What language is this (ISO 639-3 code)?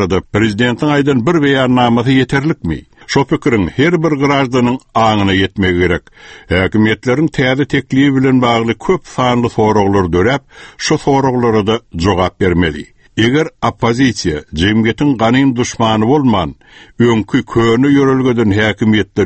tuk